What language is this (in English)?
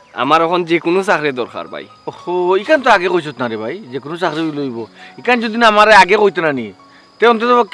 Sylheti